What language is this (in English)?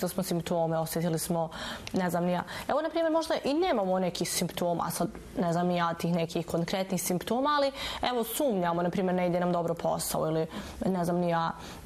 Bosnian